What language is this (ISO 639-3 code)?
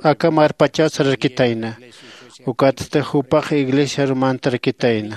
aym